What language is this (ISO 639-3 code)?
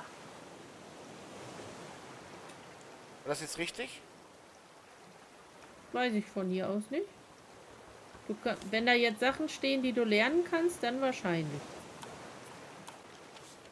deu